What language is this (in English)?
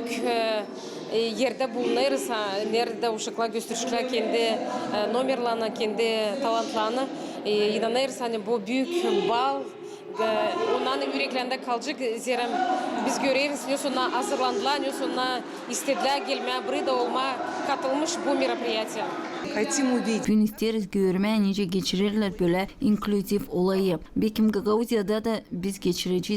Gagauz